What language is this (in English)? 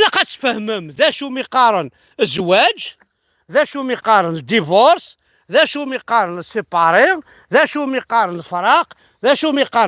Kabyle